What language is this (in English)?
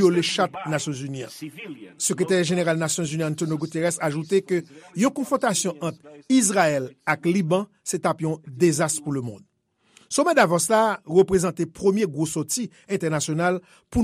Haitian Creole